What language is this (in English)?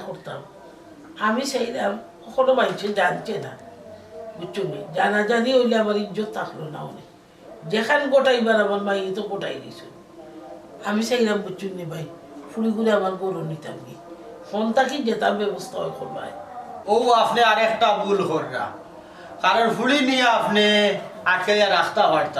Sylheti